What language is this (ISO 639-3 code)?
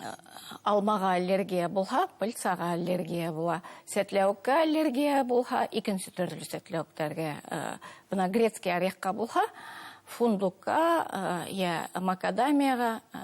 bak